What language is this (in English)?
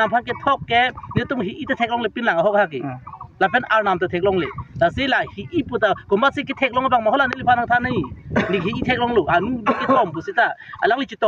Karbi